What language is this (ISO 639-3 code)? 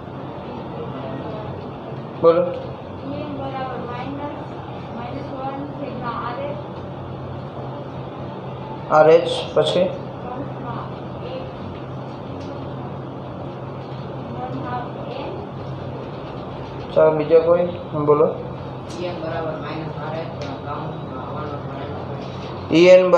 guj